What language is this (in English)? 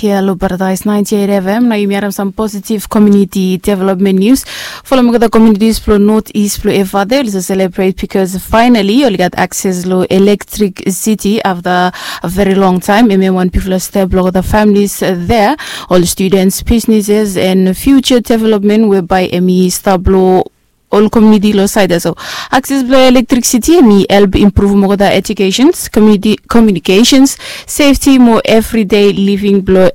Bislama